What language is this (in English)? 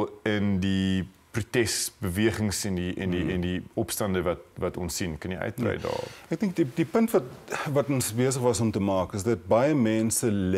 Afrikaans